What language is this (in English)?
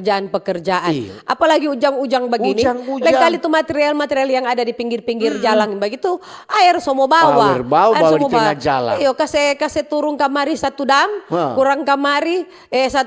Manado Malay